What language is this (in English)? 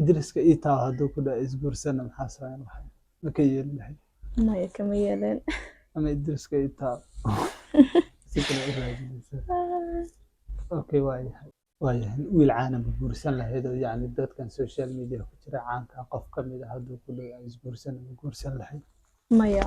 Somali